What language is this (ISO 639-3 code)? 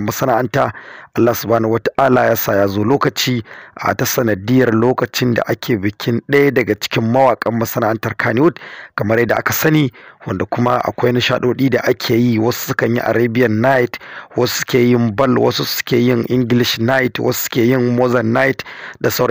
hau